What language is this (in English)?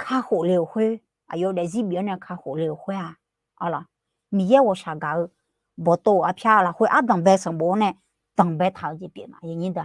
Akha